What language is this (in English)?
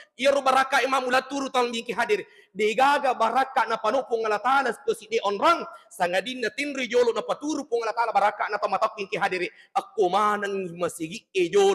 Buginese